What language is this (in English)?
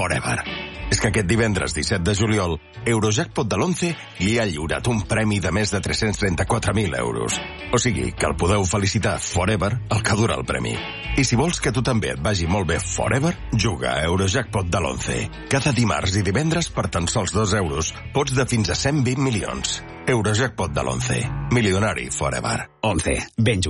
Catalan